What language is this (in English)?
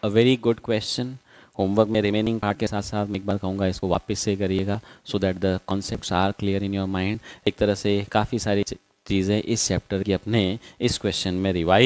Hindi